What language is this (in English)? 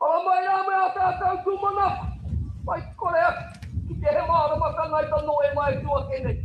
Māori